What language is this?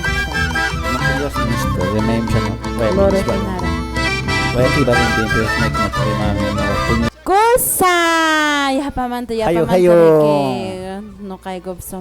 Quechua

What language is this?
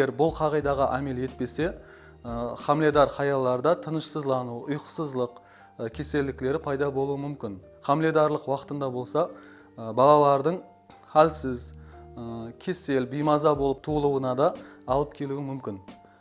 Kara-Kalpak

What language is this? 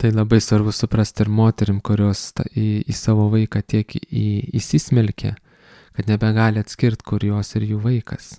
Lithuanian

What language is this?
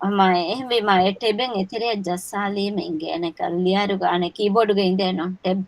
Divehi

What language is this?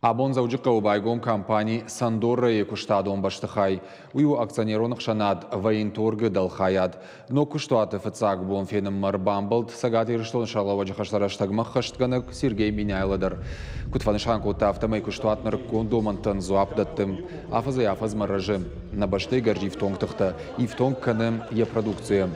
Ossetic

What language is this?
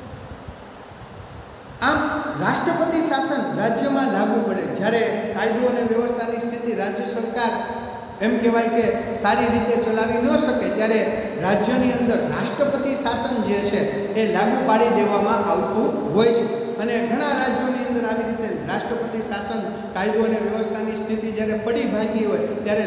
Gujarati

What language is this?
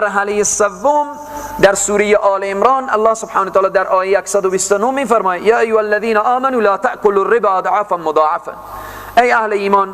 Persian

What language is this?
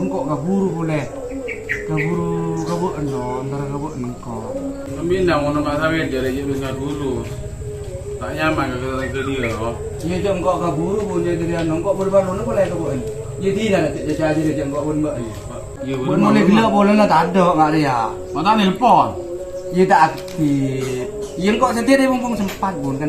Madurese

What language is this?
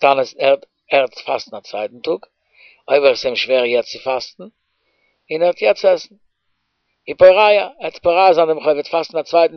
Yiddish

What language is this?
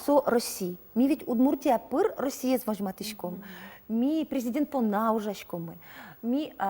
Udmurt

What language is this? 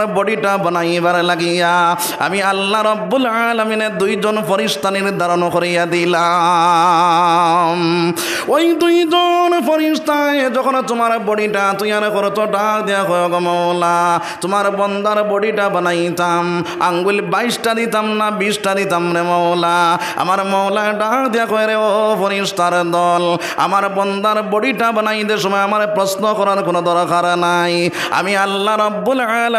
Sylheti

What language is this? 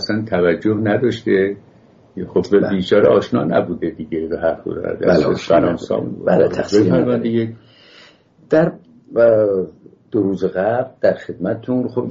Persian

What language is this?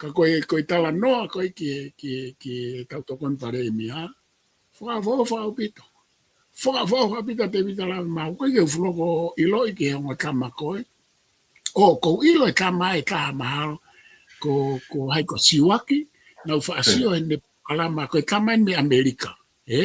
Tongan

